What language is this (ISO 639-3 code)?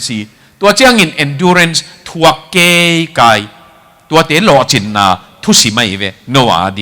ctd